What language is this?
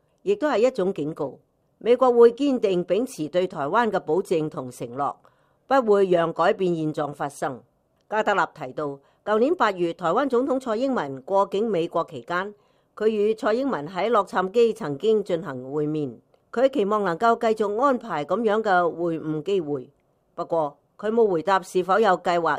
Cantonese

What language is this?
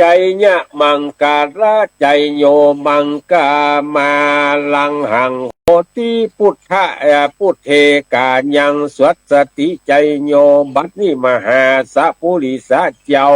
Northern Thai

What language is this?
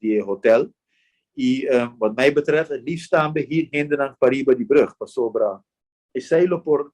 Papiamento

